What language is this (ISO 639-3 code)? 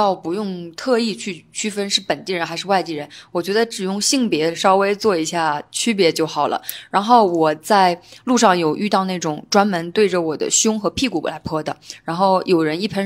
zho